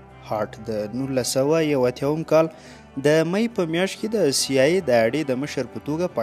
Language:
Pashto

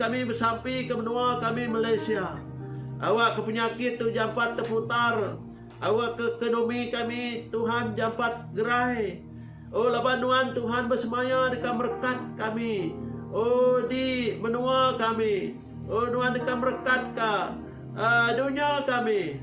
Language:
Iban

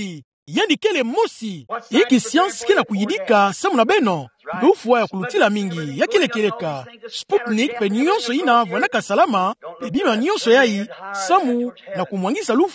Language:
Kituba (Democratic Republic of Congo)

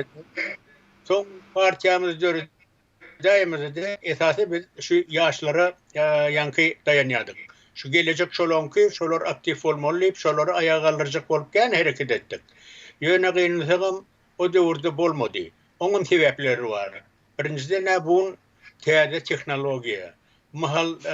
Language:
Turkmen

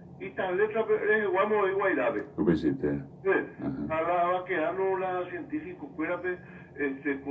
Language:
Guarani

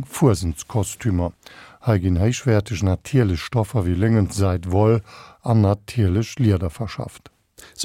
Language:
Luxembourgish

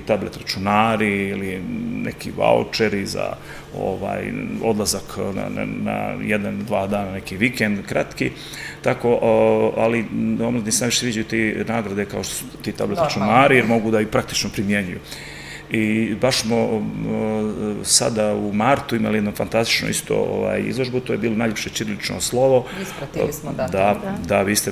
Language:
Serbian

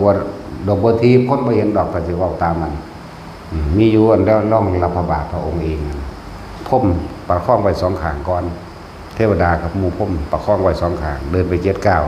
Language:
Northeastern Thai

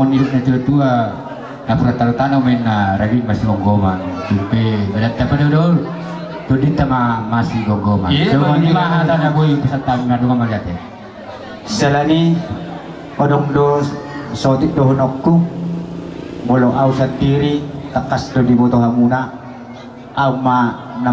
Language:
Batak Toba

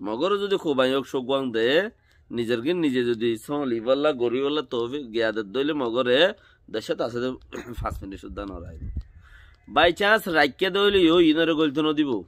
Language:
Rohingya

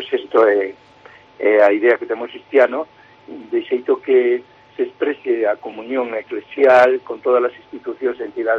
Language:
Galician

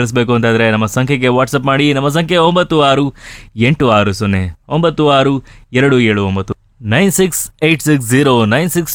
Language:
Kannada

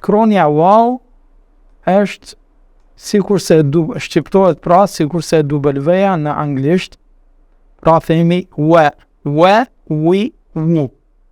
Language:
Albanian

